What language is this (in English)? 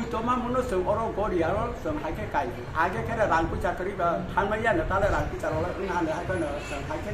Kok Borok